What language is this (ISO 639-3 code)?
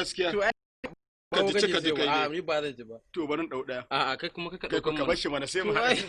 hau